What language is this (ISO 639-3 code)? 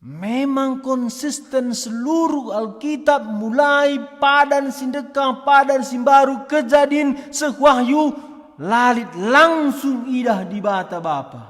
btx